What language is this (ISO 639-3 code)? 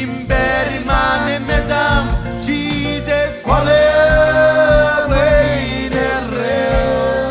mah